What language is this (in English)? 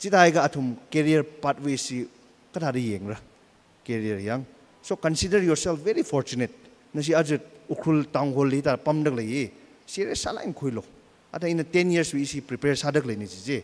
Tangkhul Naga (India)